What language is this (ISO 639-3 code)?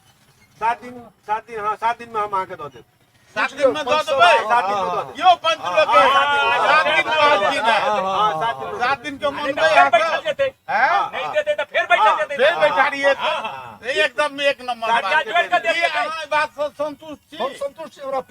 mai